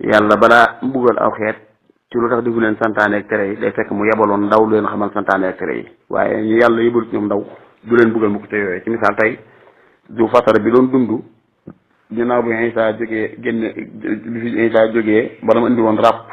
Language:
Wolof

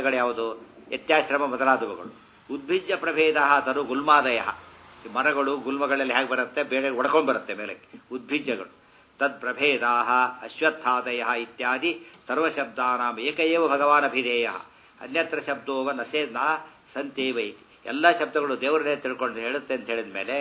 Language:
Kannada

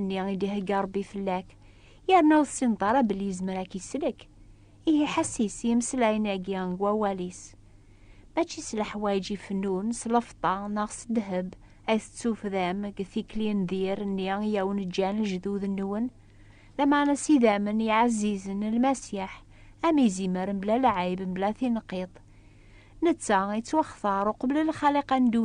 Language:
Kabyle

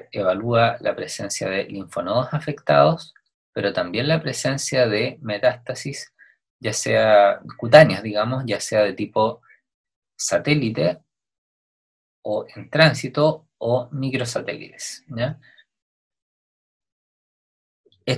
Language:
Spanish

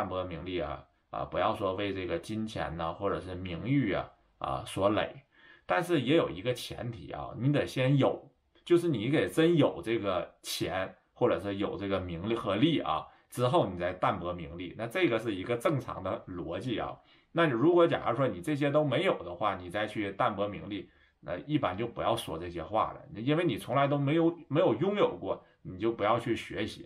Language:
Chinese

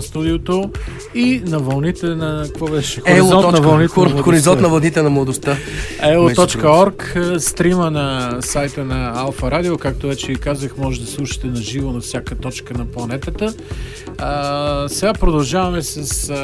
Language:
Bulgarian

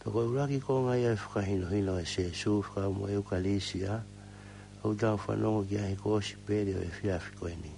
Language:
Tongan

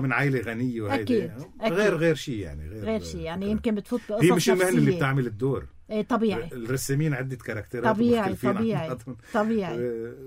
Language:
North Levantine Arabic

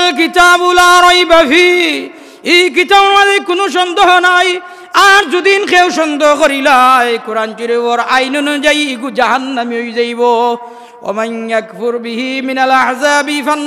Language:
Sylheti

